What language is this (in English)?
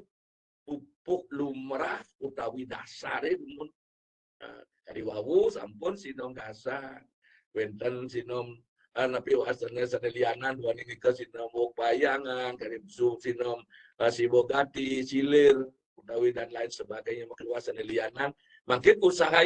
Balinese